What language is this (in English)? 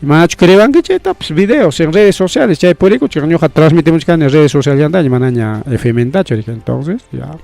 Ayacucho Quechua